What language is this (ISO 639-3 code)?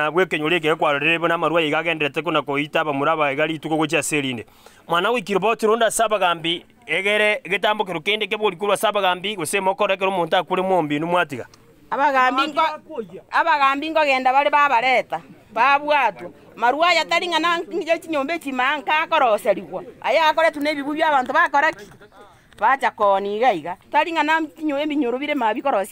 guz